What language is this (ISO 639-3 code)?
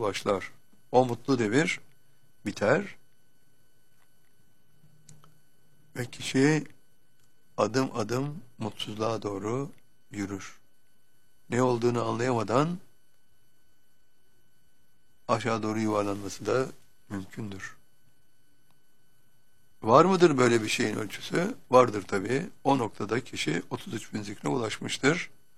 tur